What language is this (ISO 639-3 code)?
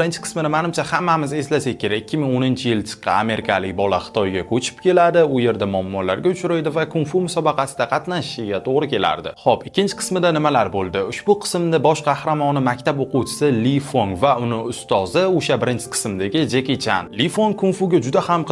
uzb